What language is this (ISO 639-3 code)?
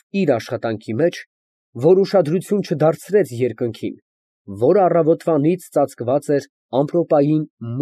hye